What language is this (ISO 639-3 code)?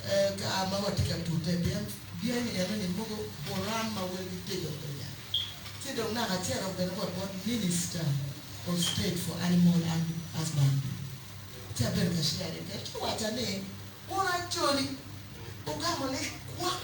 ach